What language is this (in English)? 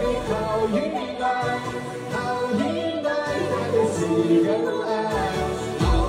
Kabuverdianu